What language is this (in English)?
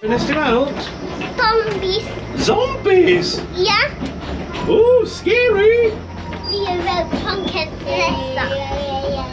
Welsh